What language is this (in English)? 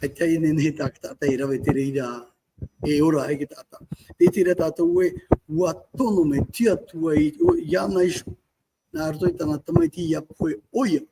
Tahitian